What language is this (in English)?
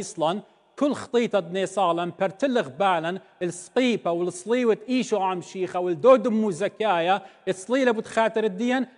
Assyrian Neo-Aramaic